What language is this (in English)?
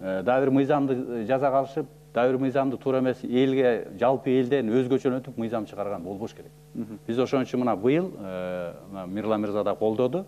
Kyrgyz